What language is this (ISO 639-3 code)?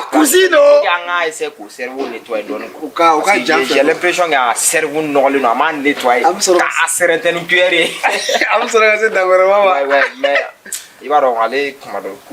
bam